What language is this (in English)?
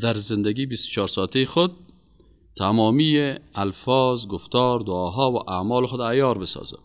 Persian